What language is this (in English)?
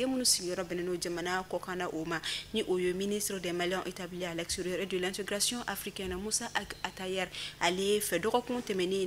Bambara